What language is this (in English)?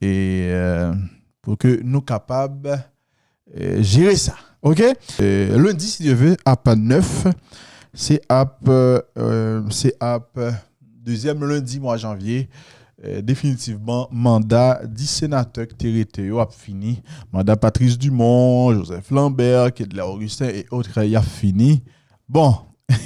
Haitian Creole